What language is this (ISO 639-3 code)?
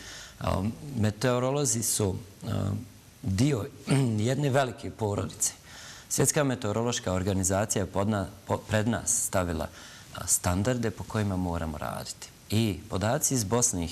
bos